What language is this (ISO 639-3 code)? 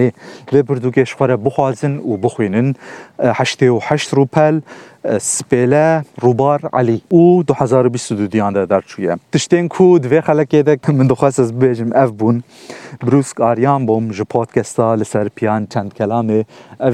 kur